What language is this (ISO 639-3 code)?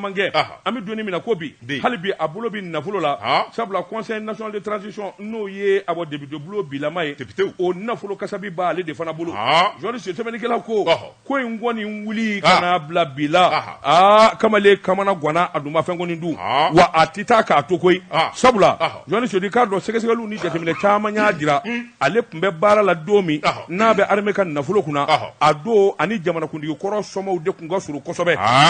bam